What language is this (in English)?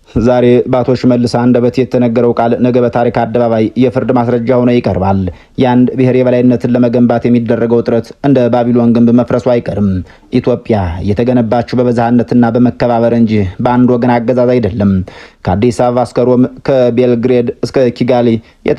Amharic